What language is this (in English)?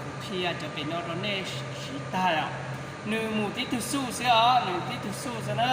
Hmong